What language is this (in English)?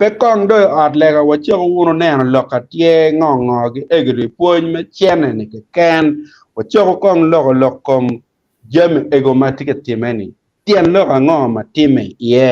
Acoli